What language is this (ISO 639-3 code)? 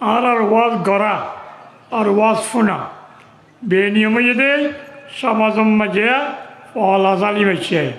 rhg